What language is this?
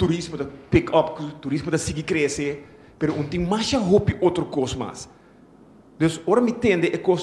Papiamento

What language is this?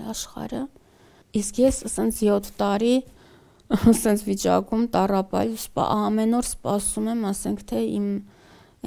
Armenian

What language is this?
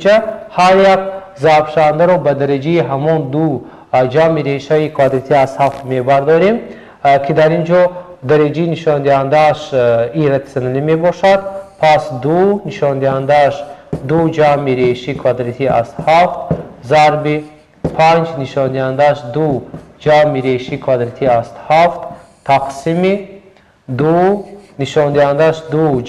Tajik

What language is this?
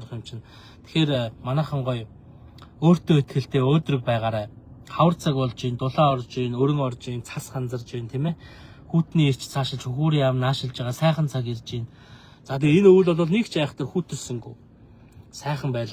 Mongolian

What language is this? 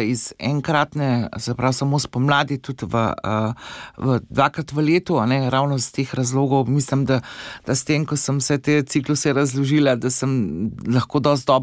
Slovenian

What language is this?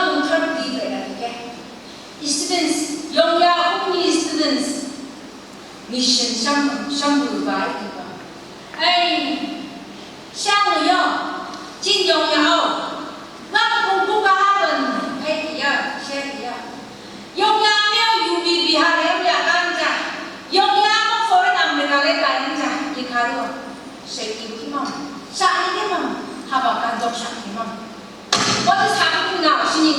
Phom Naga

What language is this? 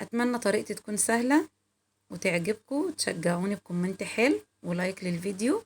Egyptian Arabic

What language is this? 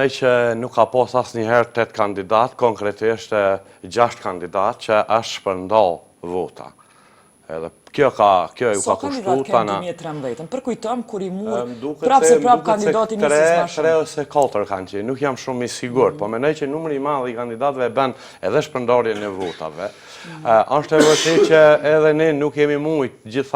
Albanian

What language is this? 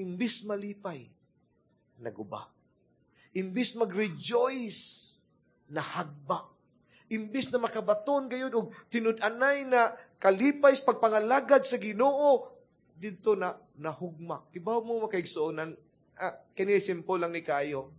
Cebuano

